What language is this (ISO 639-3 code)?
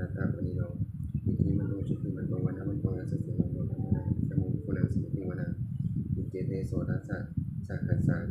pli